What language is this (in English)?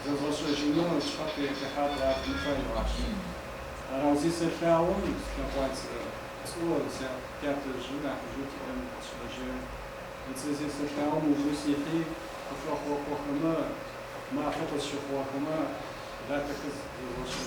Adyghe